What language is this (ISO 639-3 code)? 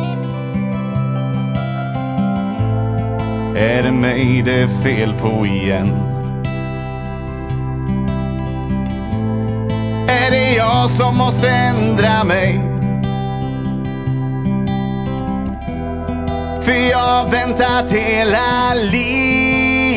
swe